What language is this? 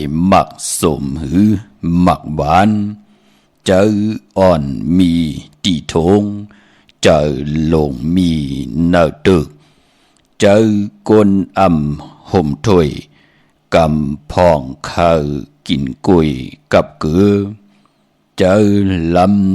Shan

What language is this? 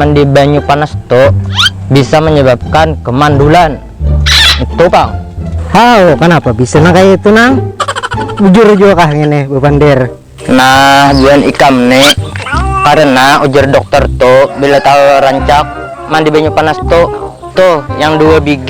Banjar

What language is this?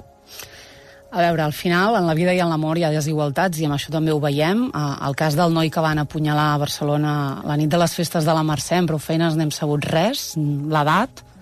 Catalan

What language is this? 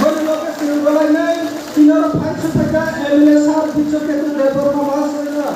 Kok Borok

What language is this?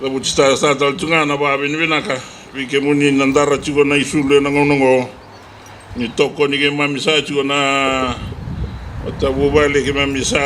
Fijian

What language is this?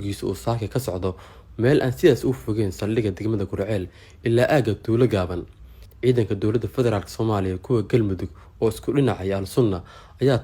Somali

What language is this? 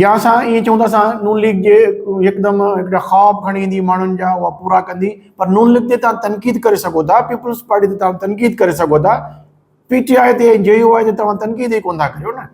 Sindhi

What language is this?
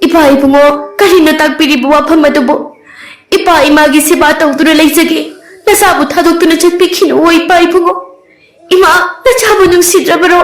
Manipuri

